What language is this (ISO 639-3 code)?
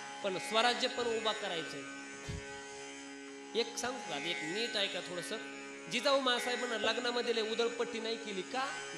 mar